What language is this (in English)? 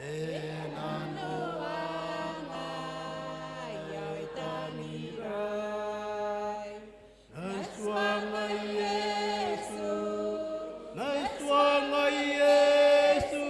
Gilbertese